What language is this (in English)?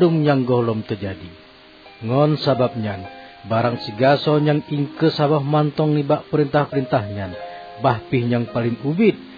Achinese